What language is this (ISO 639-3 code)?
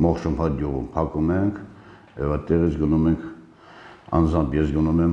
hye